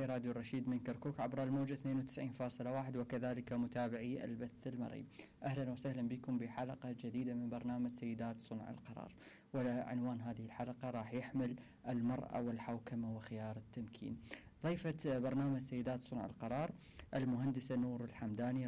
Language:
Mesopotamian Arabic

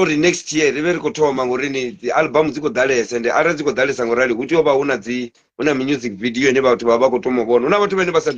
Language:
Venda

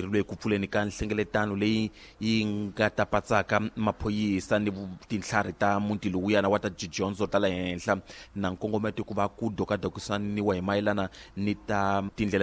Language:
Tsonga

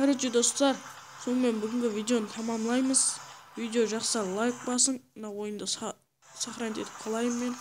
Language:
Kara-Kalpak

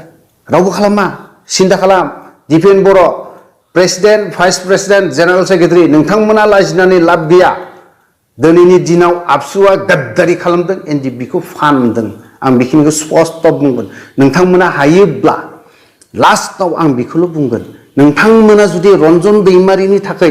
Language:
Bodo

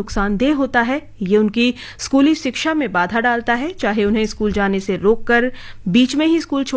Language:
Hindi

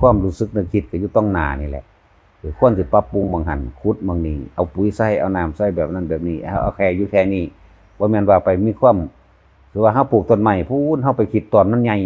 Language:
Northeastern Thai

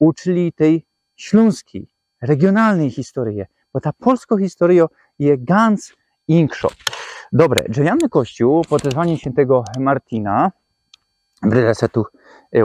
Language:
Silesian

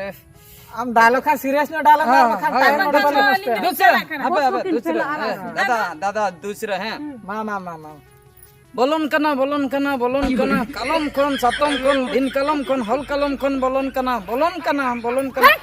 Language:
Santali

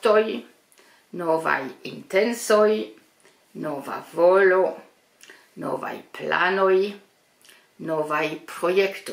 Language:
Esperanto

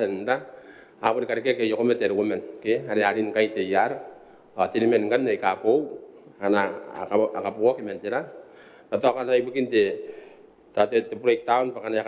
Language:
Gilbertese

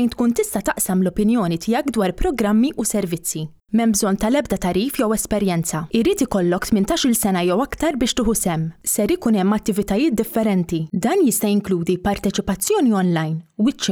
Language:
Maltese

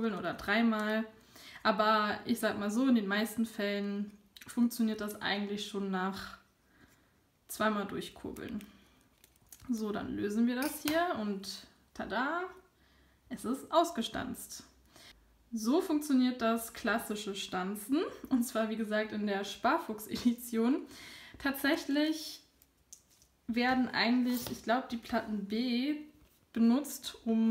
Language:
German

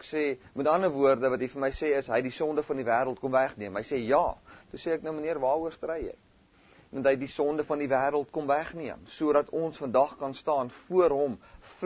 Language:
Afrikaans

